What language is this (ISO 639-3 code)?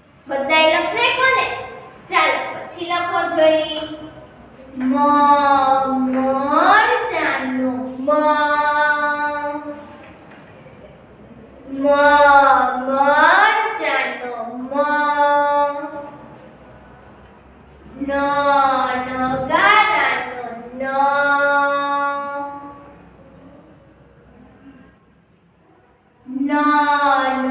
guj